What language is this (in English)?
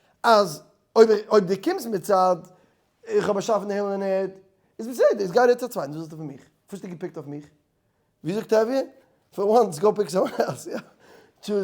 Yiddish